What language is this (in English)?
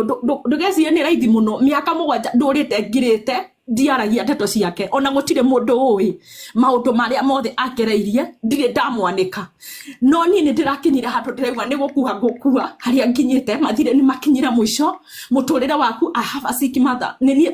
Kikuyu